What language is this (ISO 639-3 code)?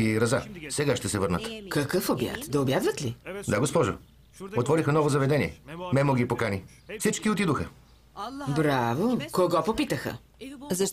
bul